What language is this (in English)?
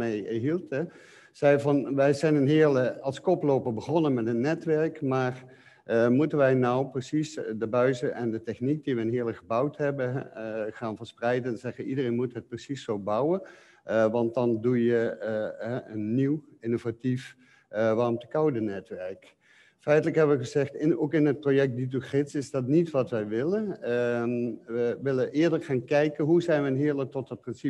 Dutch